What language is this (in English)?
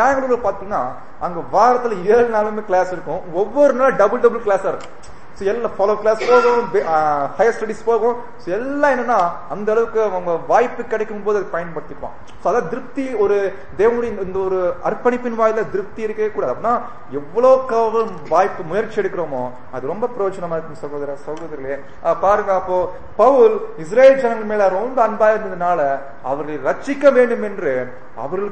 Tamil